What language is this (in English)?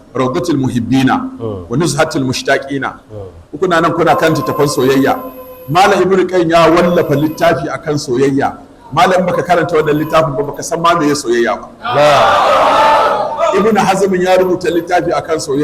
Hausa